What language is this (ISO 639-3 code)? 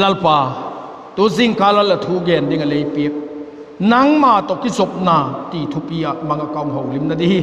vap